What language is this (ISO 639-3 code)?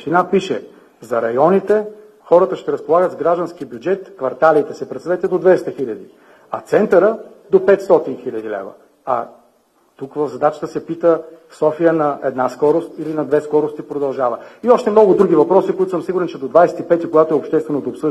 bul